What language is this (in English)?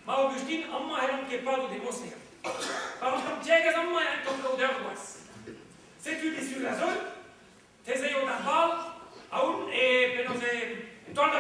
Breton